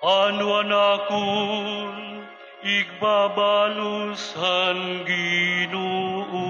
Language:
Waray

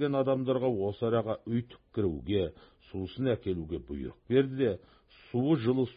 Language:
Kazakh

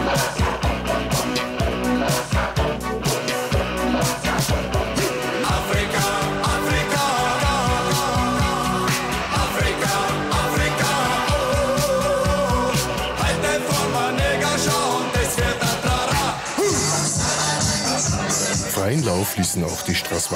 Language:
German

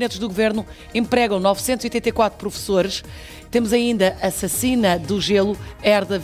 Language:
Portuguese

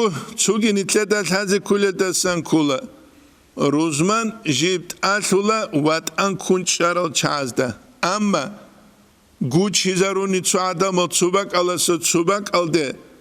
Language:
Avaric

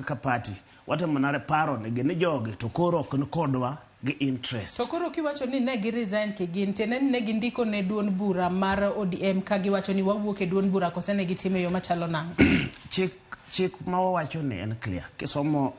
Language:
Luo (Kenya and Tanzania)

